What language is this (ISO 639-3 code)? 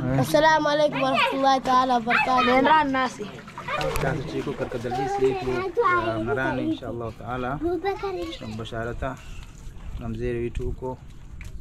swa